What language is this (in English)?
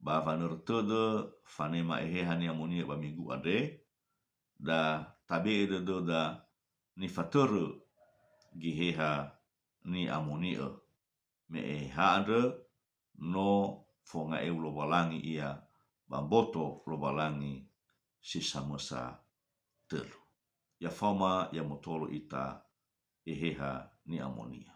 Nias